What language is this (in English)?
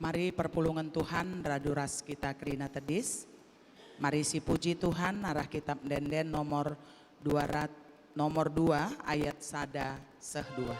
Batak Karo